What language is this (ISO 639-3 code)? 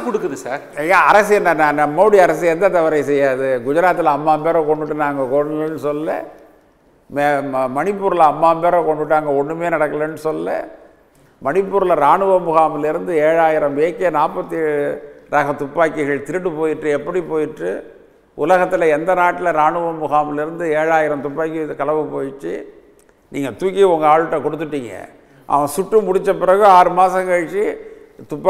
tam